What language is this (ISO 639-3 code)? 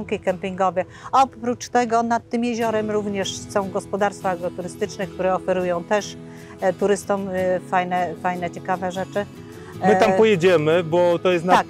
pol